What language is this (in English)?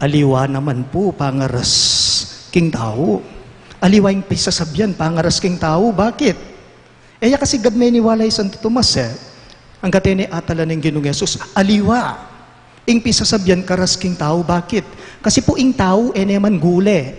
Pampanga